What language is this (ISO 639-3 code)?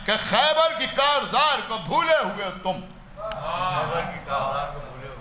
urd